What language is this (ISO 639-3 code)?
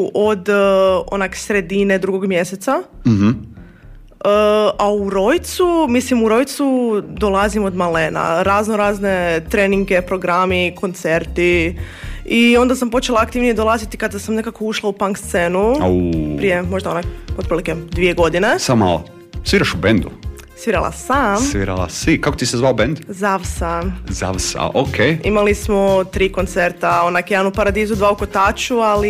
hrv